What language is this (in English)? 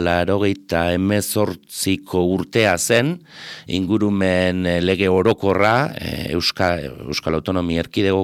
Basque